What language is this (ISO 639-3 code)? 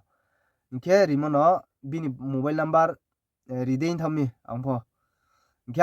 ria